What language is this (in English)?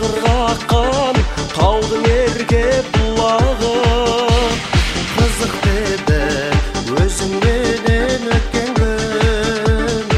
Kazakh